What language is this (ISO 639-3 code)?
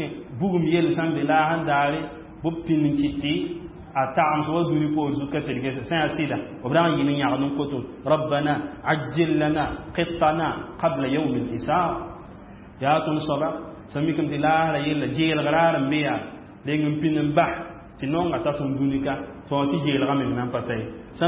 mos